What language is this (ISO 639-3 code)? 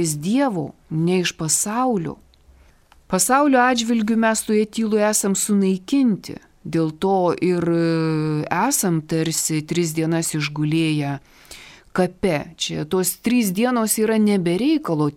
lit